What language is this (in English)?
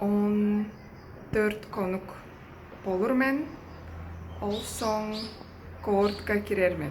Tuvinian